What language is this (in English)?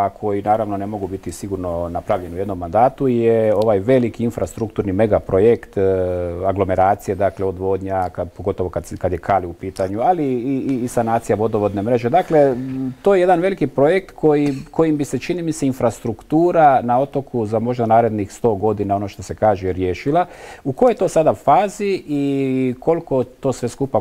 Croatian